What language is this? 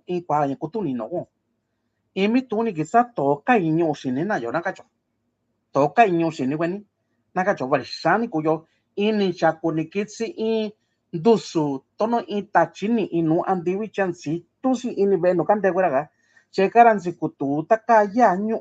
Mixtepec Mixtec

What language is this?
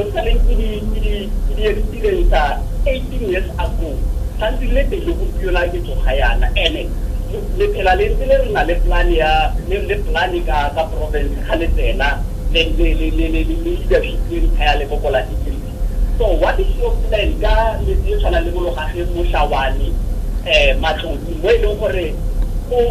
Tswana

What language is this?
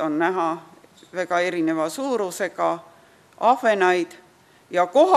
Estonian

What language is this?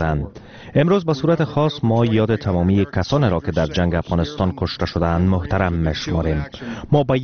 Persian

